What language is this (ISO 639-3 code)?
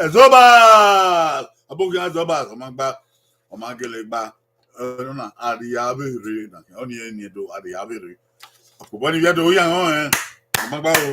bin